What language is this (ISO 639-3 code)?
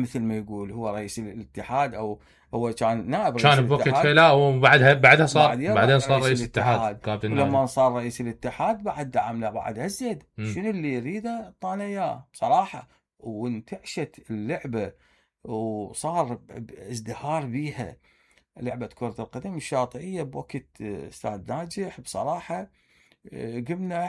acm